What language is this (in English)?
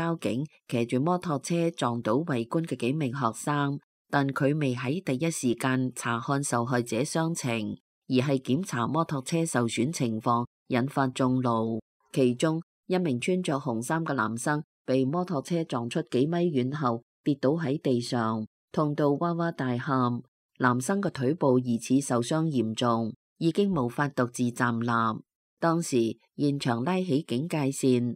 Cantonese